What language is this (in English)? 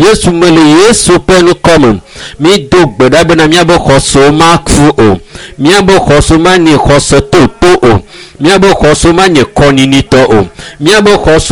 Ewe